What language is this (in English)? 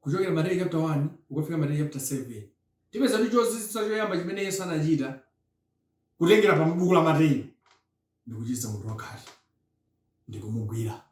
Nyanja